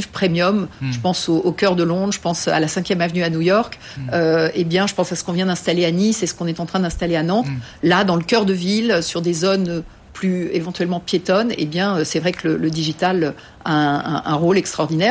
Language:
French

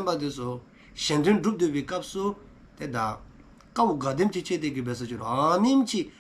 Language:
Dzongkha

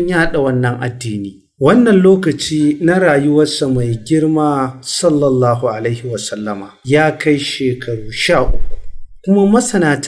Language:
Hausa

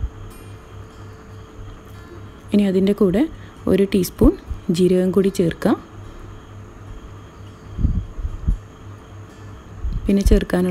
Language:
Malayalam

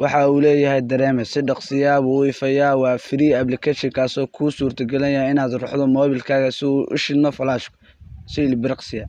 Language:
Somali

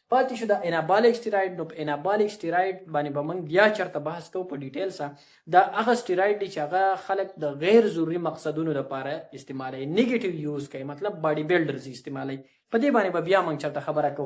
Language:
Pashto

